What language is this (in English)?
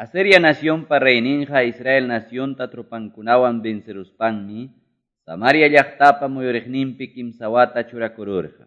Quechua